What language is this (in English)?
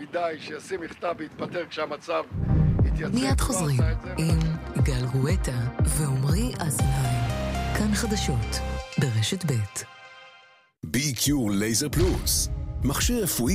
Hebrew